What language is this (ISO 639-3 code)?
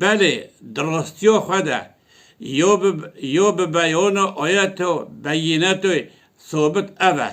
kur